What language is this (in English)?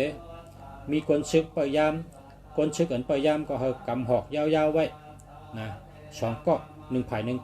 Shan